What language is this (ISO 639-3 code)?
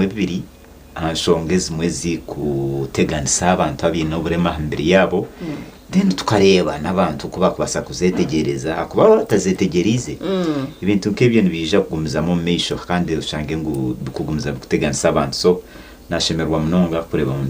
nyn